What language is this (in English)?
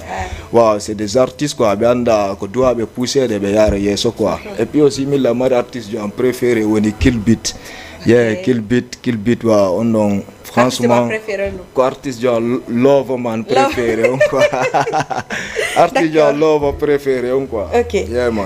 Fula